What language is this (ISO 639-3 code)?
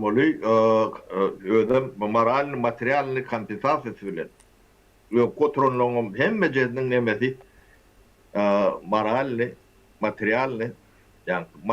tuk